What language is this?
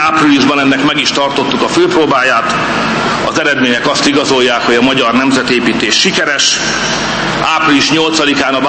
Hungarian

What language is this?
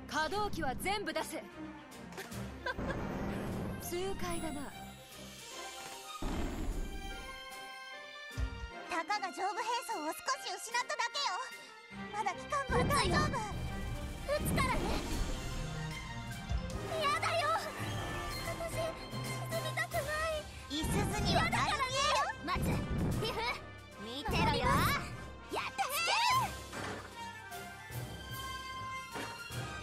Japanese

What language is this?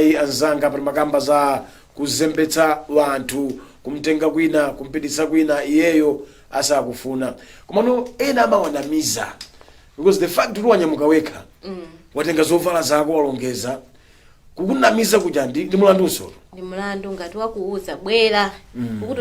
Nyanja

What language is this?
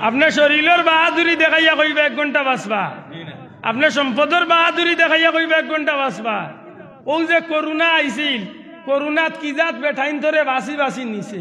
Sylheti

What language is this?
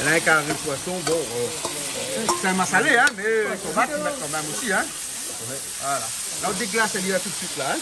Réunion Creole French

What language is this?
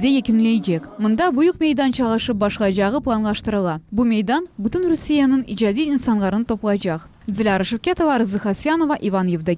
Crimean Tatar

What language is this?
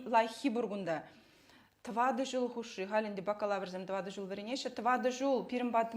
Chuvash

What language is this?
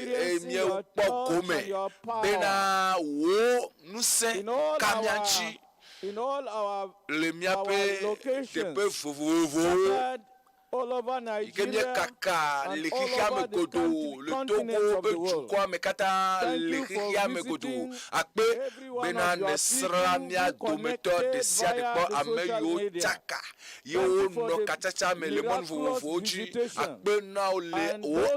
Ewe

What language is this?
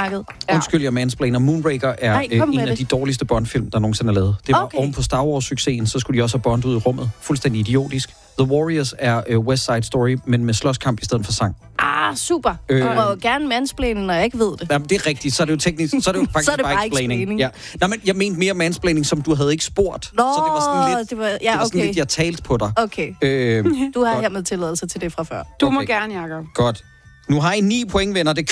Danish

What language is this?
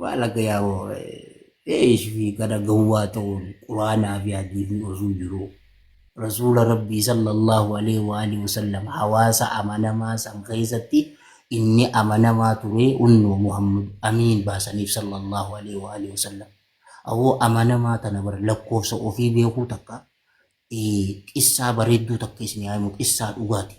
Oromo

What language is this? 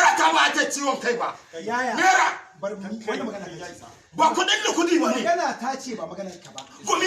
Hausa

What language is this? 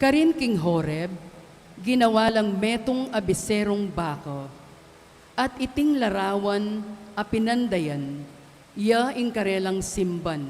Pampanga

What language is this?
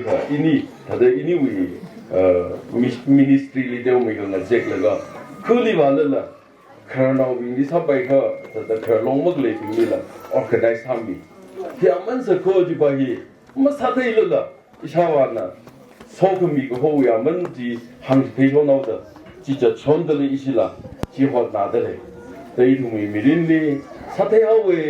Tangkhul Naga (India)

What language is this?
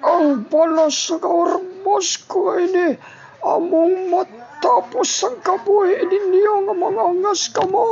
Hiligaynon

